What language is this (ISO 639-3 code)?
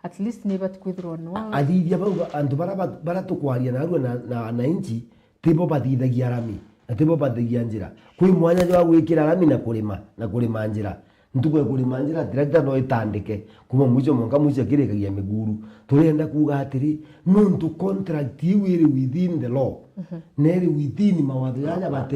mer